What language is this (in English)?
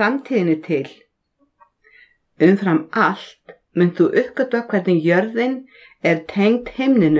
Icelandic